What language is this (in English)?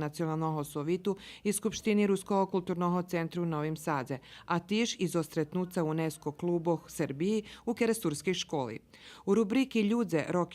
Rusyn